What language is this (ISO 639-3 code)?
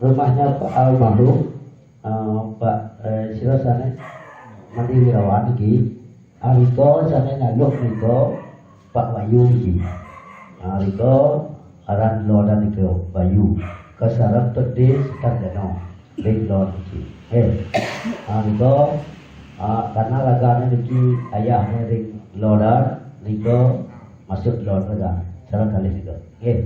ban